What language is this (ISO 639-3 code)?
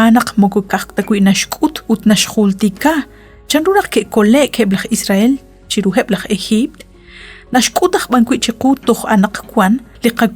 kek